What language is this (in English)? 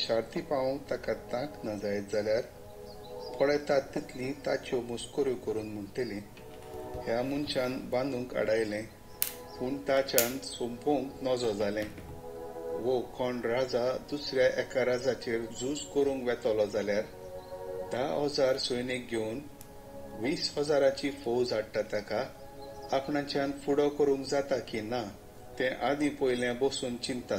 Konkani